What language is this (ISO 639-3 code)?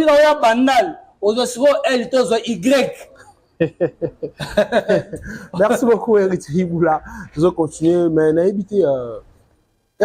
lin